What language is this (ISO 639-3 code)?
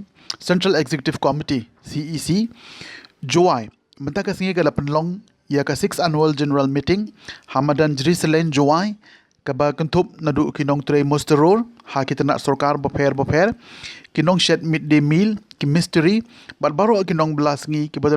kha